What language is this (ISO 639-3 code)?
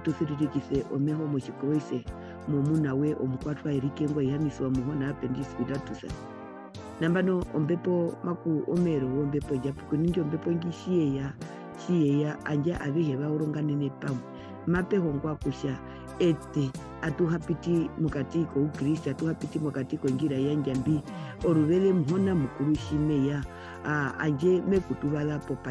her